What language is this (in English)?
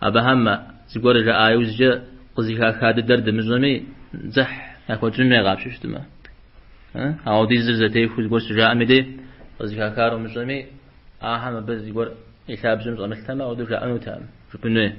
Kabardian